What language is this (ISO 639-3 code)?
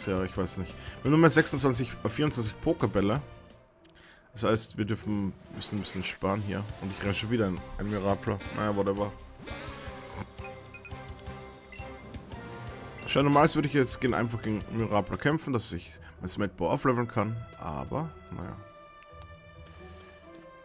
deu